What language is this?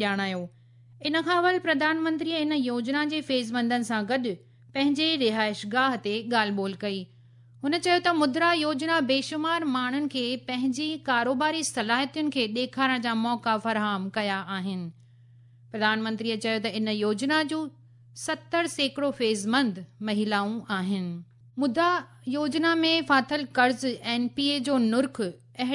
Sindhi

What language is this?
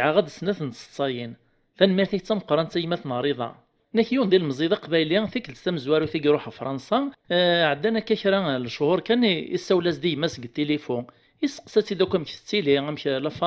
Kabyle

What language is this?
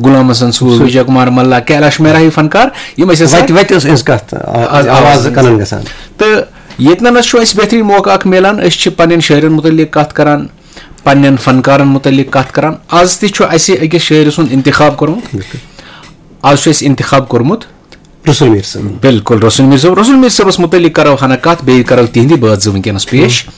Kashmiri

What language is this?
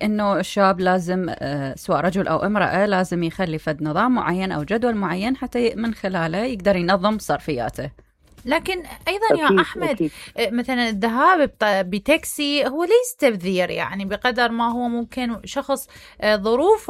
Mesopotamian Arabic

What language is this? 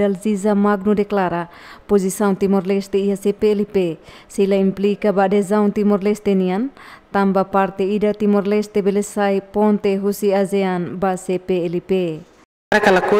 Tetum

